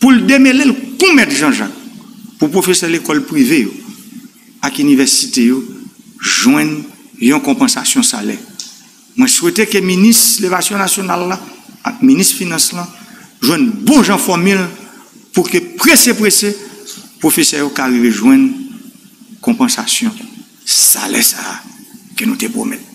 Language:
Haitian Creole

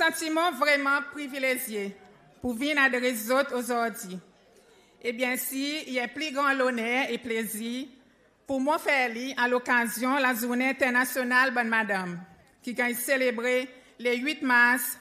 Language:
Seselwa Creole French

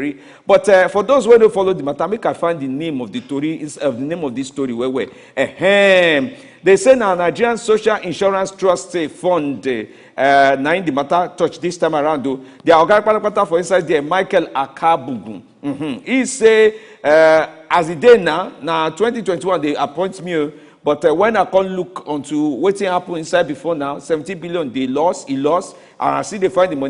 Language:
Nigerian Pidgin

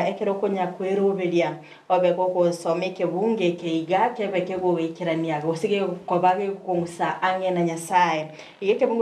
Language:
Gusii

